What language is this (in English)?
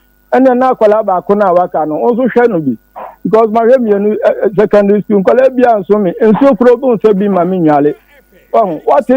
Akan